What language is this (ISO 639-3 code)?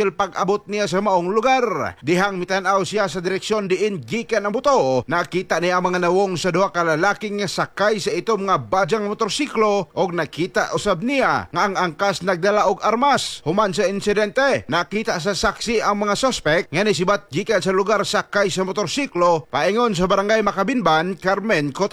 ceb